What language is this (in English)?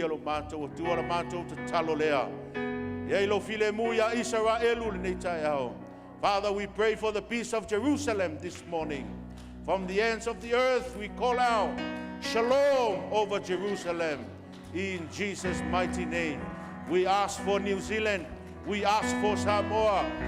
Samoan